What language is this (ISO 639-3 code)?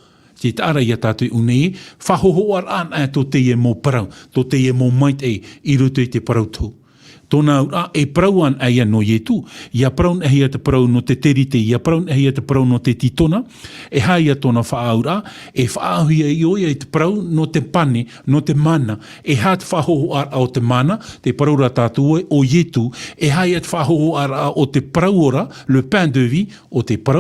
tah